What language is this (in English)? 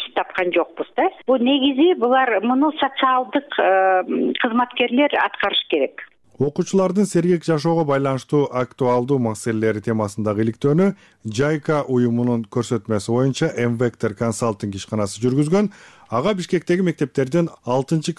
Kyrgyz